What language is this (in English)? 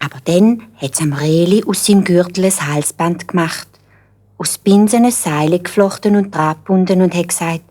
Swiss German